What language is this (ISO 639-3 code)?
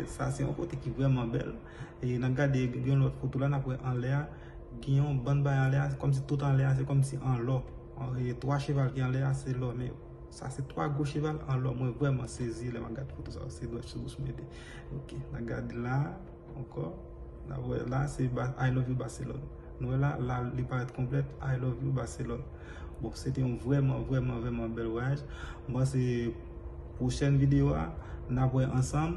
hat